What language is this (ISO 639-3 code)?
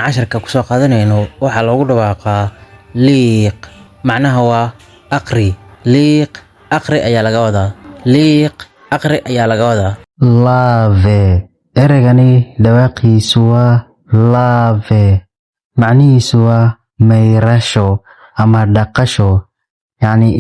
som